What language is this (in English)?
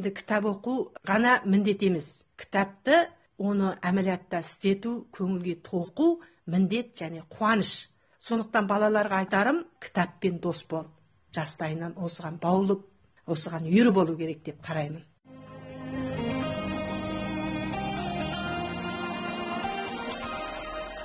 Kazakh